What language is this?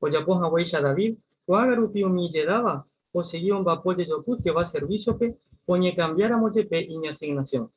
Guarani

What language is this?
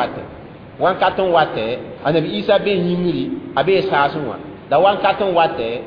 Mossi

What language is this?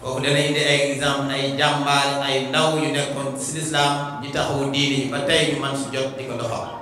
Wolof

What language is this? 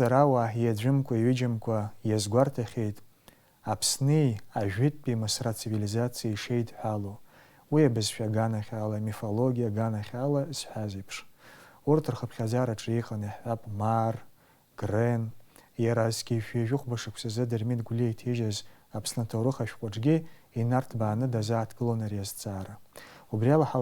Abkhazian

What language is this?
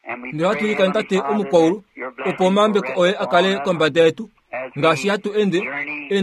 Kuanyama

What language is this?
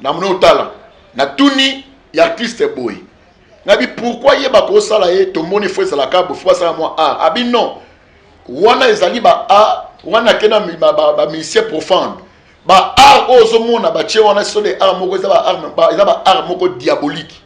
Lingala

